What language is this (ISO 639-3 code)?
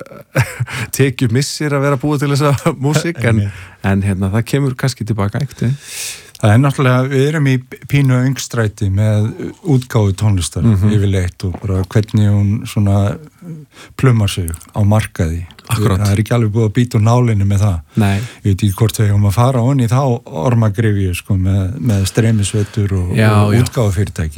isl